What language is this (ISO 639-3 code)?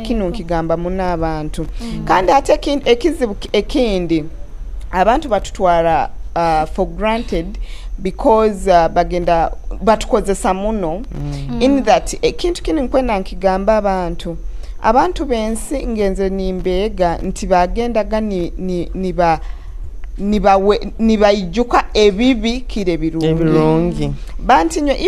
nyo